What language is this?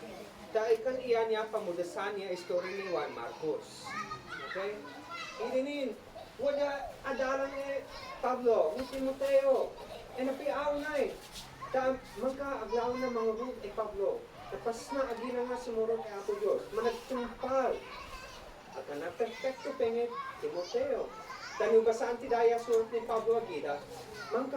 Isnag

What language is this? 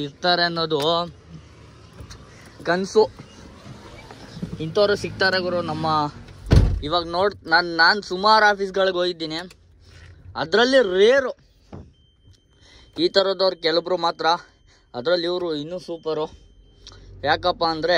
Kannada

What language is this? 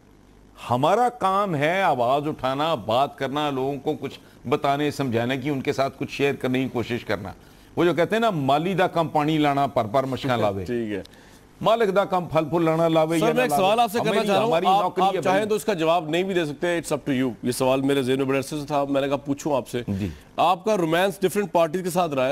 Urdu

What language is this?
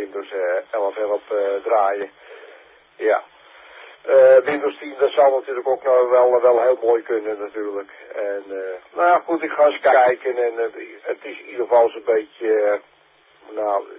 Dutch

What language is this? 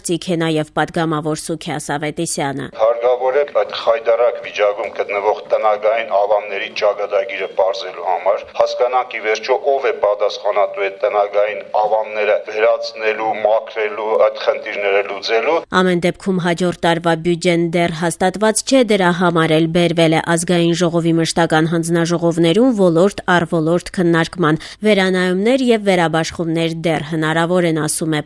Armenian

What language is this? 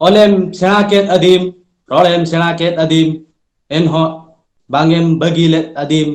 Santali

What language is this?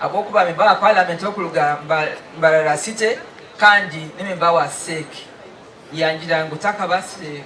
Nyankole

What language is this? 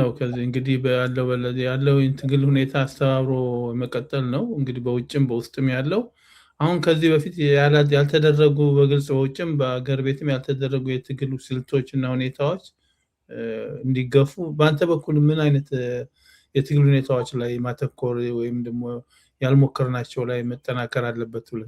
Amharic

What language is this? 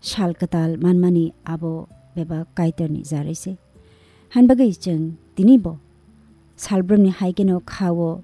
Kok Borok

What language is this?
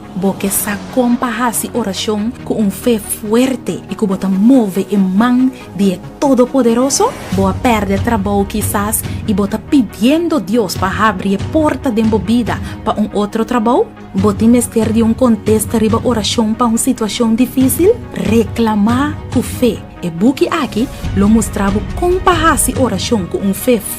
Papiamento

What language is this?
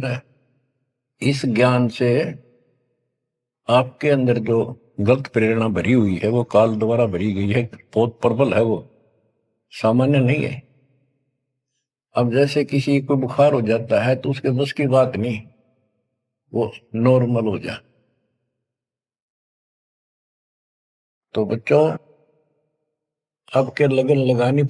Hindi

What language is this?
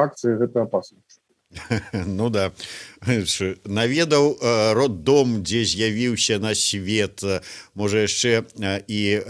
Belarusian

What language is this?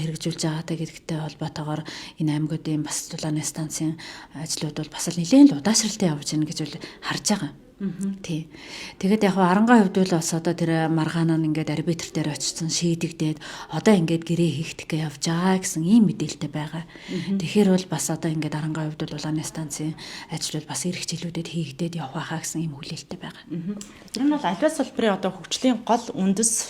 Mongolian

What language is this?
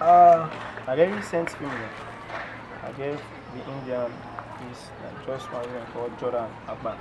Krio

